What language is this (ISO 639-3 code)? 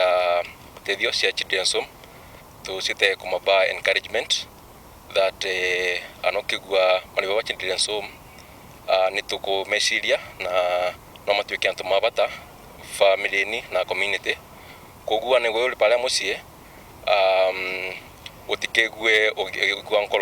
mer